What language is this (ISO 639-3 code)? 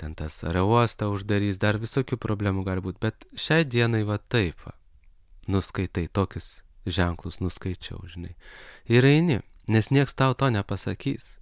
lit